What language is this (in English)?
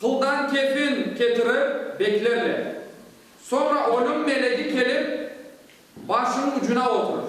Crimean Tatar